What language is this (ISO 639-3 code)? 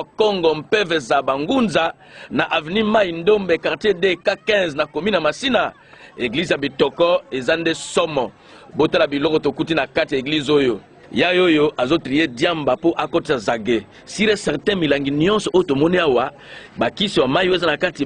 lin